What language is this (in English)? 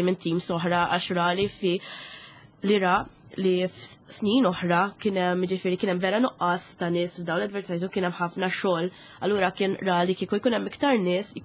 Maltese